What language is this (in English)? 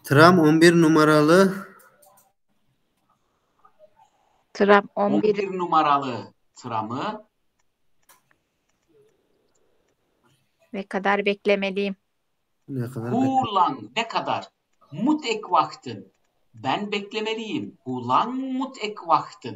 Turkish